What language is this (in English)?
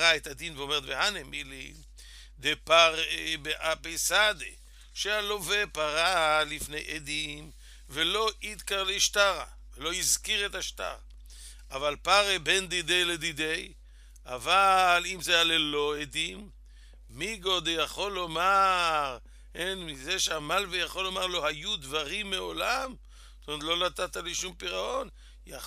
Hebrew